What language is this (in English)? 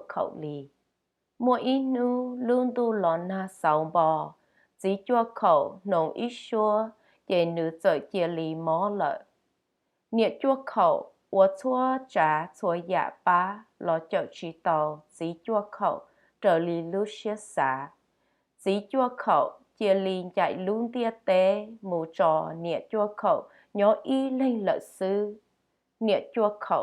Hmong